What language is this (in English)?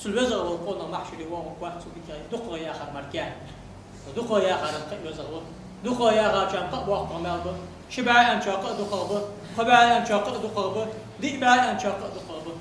Ingush